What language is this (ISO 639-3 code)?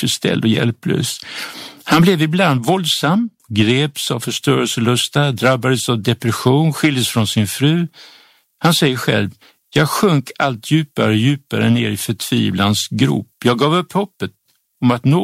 swe